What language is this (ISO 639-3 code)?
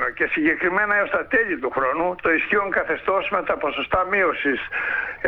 ell